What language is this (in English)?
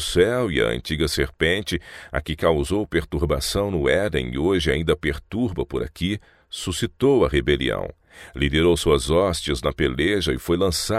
Portuguese